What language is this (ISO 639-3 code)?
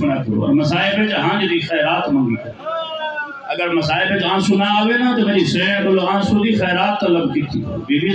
skr